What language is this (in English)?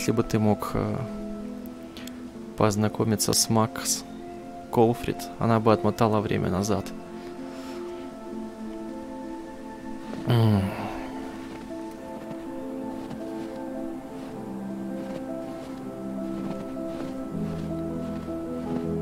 Russian